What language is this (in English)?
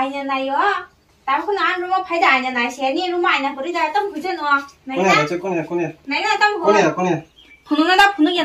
Kok Borok